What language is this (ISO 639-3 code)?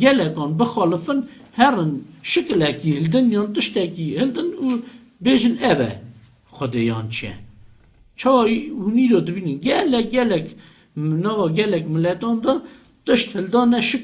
kur